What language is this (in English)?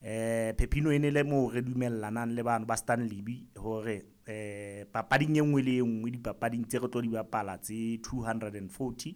Southern Sotho